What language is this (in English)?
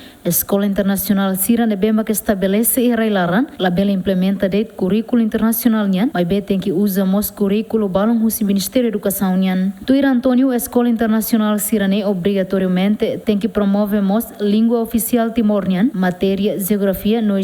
Tetum